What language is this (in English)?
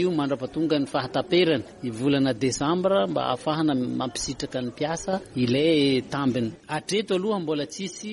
Malagasy